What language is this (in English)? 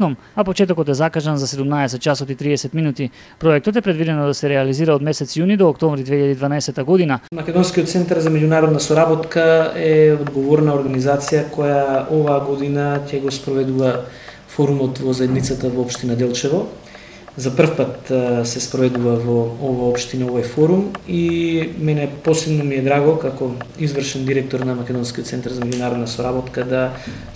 Macedonian